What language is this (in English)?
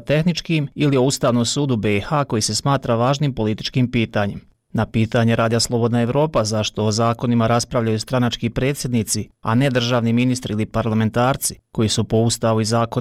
Bosnian